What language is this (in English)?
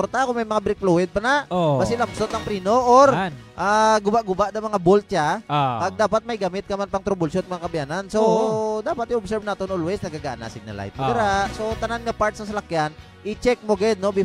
Hiligaynon